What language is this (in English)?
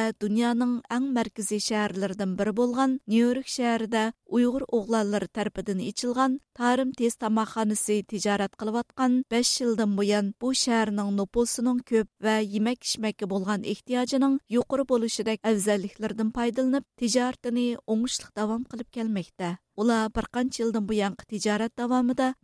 Uyghur